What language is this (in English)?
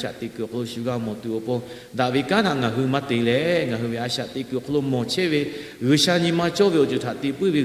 Lahu